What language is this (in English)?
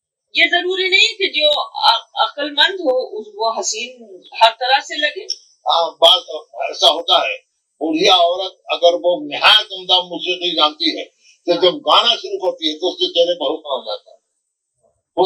Urdu